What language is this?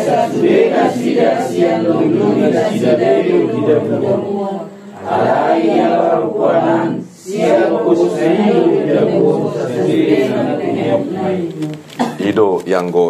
Batak Toba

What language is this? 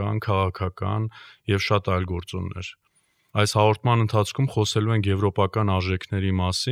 Armenian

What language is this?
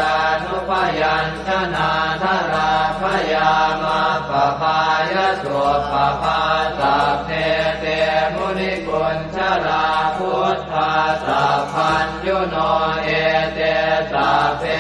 Pali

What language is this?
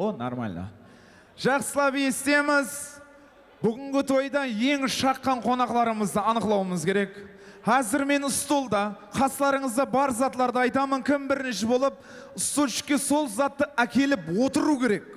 Kara-Kalpak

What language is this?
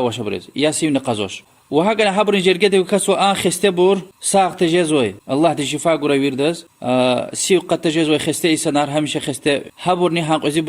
Lezghian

